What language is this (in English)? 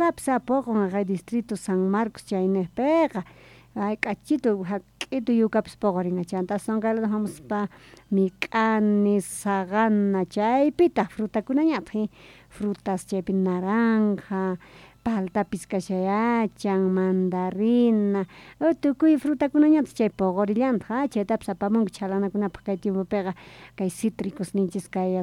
Quechua